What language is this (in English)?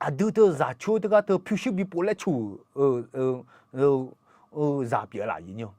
Akha